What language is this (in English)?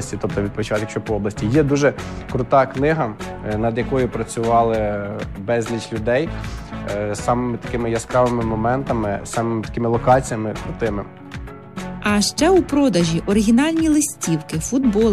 Ukrainian